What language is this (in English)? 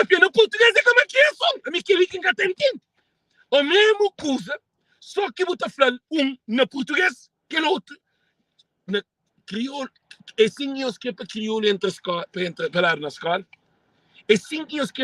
Kabuverdianu